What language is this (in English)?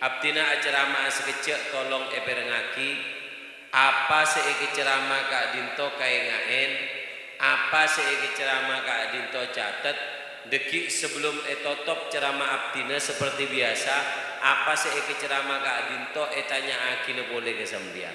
Madurese